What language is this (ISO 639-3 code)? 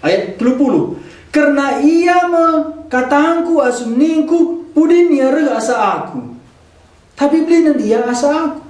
btx